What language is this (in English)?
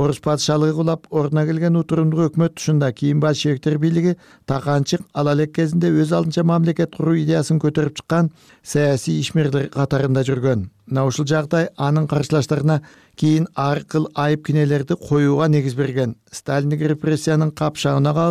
Kyrgyz